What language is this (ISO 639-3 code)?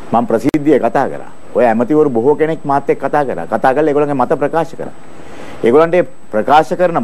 sin